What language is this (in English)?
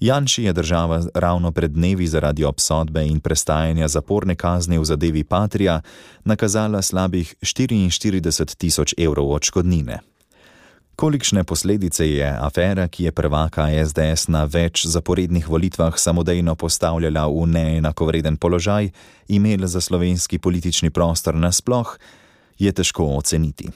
Slovenian